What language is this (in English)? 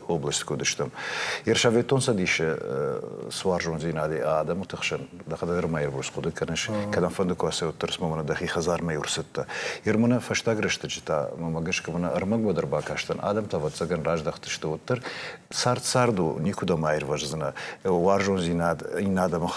Ossetic